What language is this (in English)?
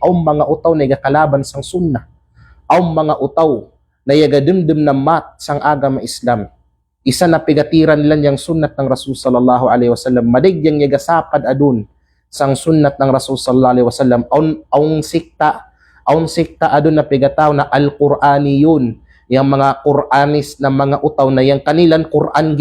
Kalagan